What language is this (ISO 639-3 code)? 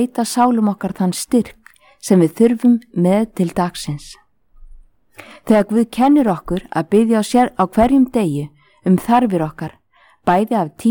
isl